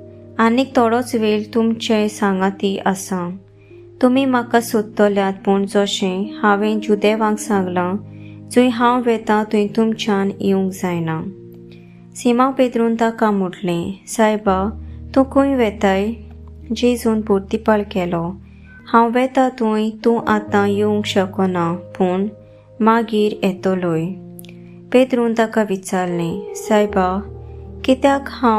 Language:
Konkani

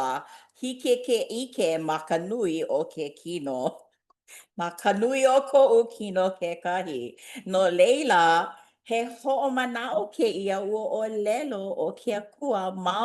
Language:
Hawaiian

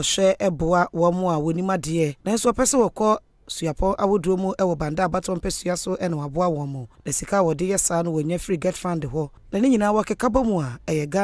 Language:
Akan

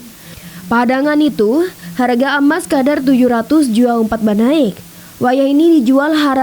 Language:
Banjar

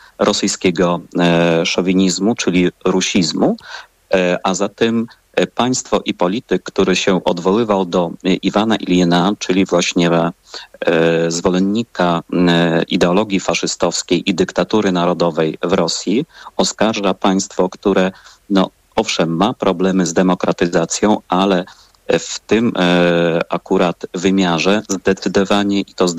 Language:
Polish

